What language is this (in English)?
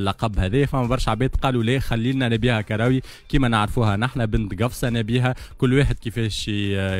Tunisian Arabic